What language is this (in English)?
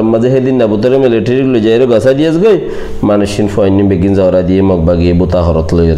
Rohingya